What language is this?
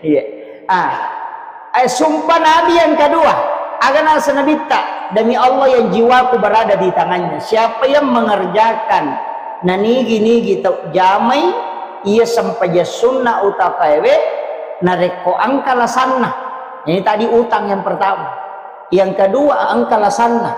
Buginese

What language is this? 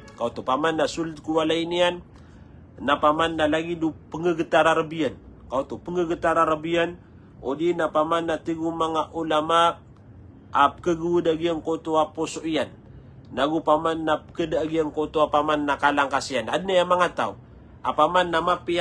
Maranao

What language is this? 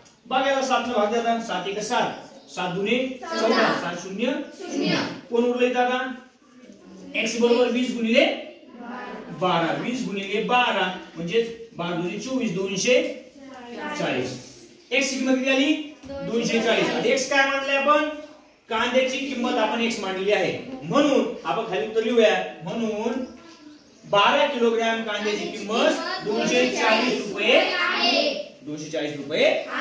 Marathi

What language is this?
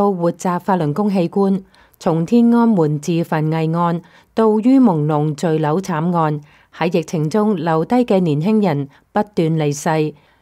Cantonese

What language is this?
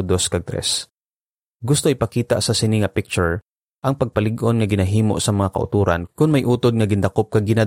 Hiligaynon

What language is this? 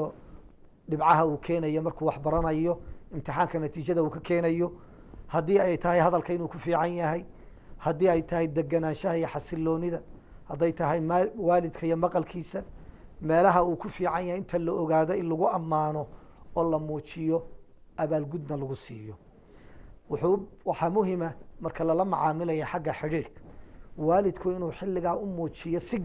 Somali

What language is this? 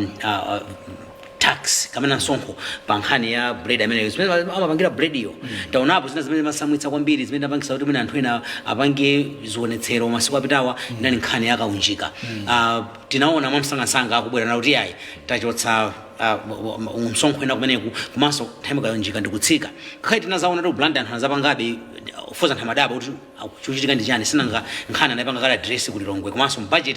Nyanja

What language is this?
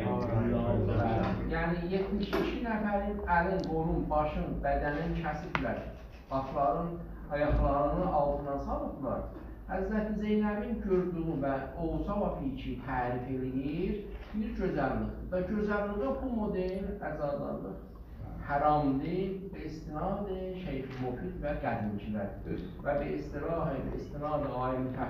South Azerbaijani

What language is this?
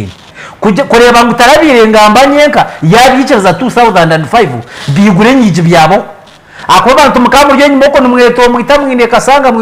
Nyankole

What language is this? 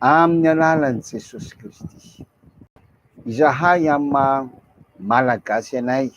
Malagasy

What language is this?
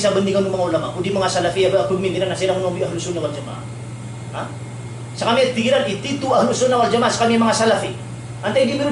Maranao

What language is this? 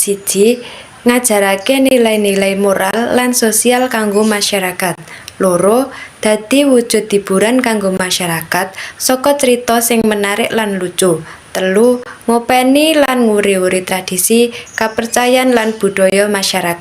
Javanese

